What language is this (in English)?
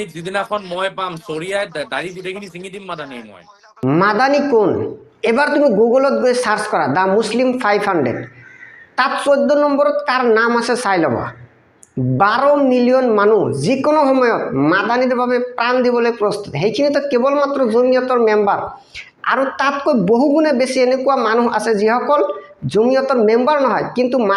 Assamese